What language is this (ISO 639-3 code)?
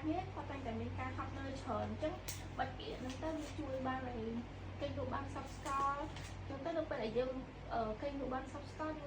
khm